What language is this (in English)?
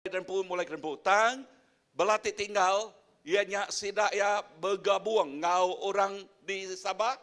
Iban